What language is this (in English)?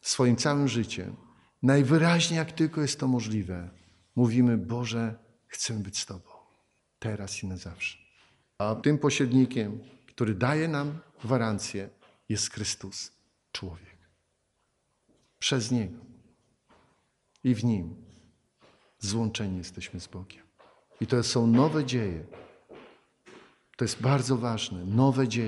Polish